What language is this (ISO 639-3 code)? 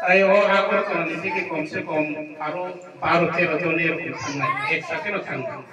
ria